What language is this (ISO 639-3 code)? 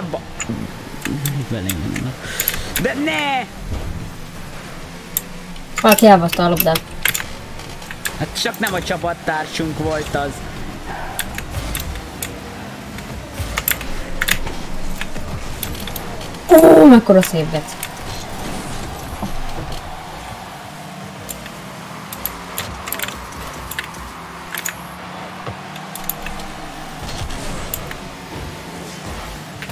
hun